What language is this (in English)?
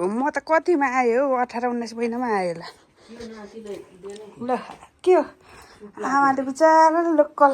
Nepali